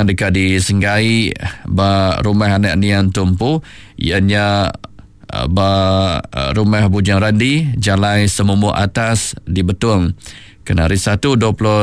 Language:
Iban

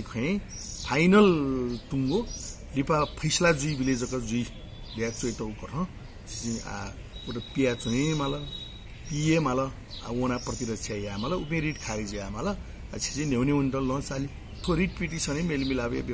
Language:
Newari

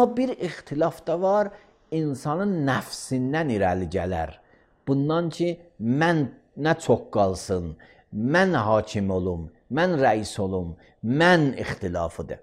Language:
Azerbaijani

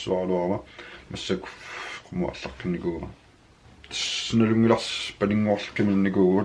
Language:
Kalaallisut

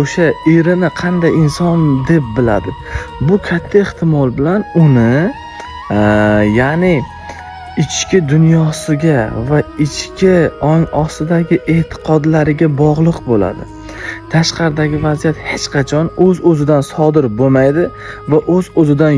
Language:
Uzbek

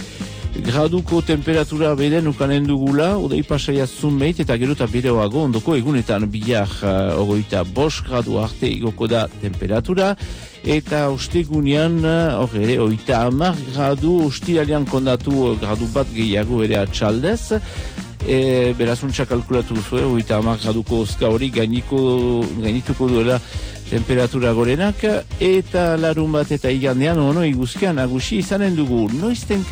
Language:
Basque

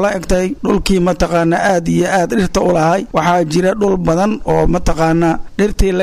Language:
Somali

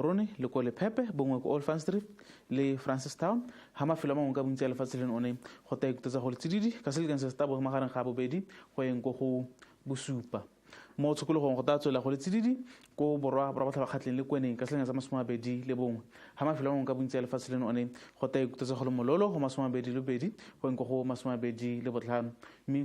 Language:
Tswana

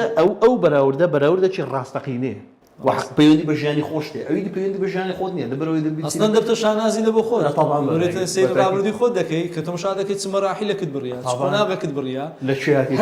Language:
Central Kurdish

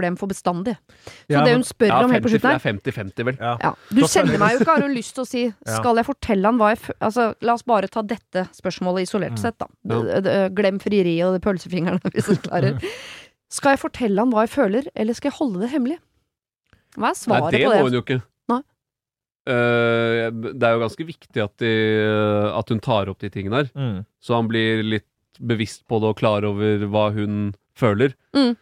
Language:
Norwegian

